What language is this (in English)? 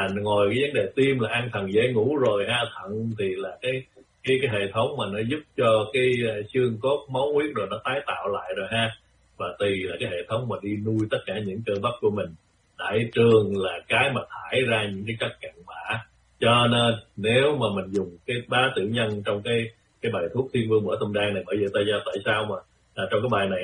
Vietnamese